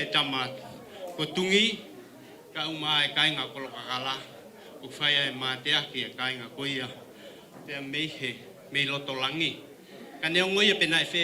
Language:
Tongan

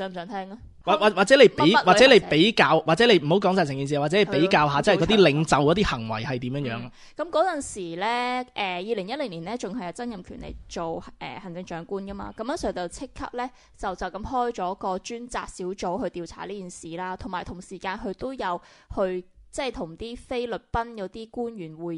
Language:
Cantonese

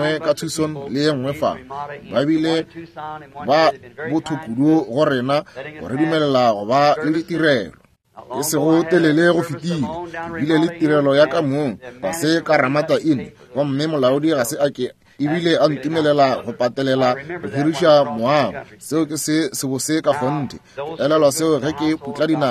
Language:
Northern Sotho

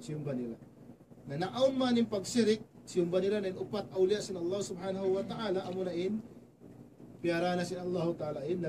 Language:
Tausug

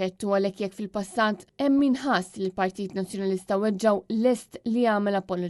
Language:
Maltese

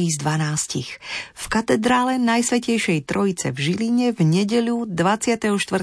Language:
Slovak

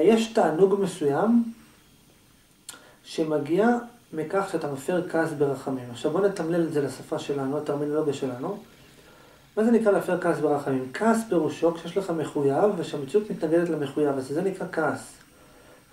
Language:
Hebrew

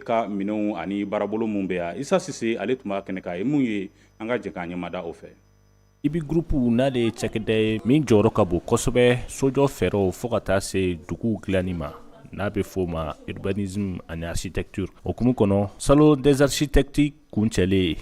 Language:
Bambara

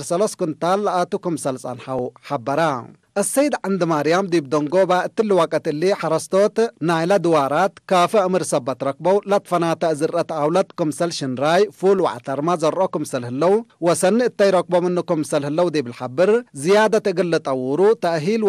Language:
Tigre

